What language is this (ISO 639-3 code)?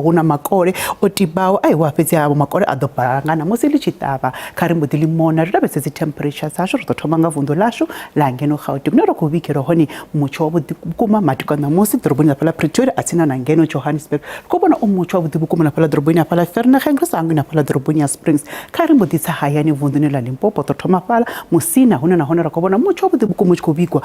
ven